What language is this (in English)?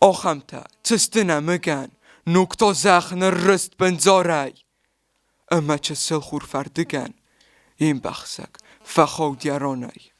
Ossetic